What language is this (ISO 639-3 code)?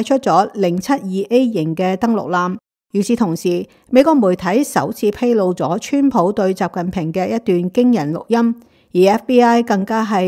yue